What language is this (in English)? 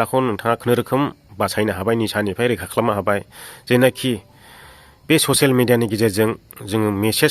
Bodo